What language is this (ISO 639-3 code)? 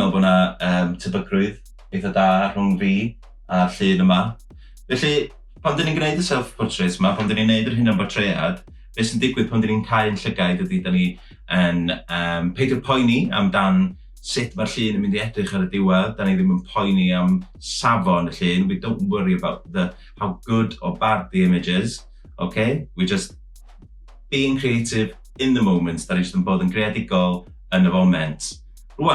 cym